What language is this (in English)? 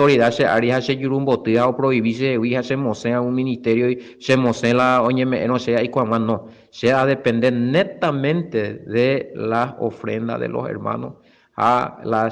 Guarani